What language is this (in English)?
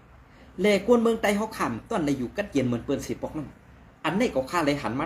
Shan